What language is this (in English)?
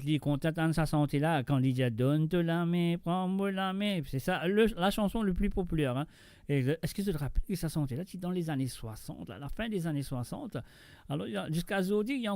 Morisyen